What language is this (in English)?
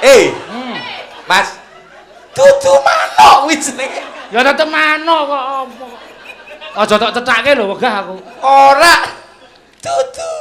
Javanese